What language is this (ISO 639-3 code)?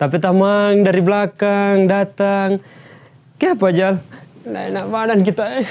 xmm